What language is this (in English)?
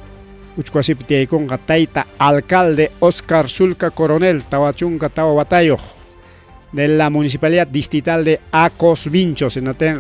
Ayacucho Quechua